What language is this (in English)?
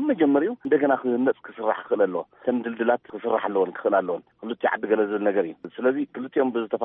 Tigrinya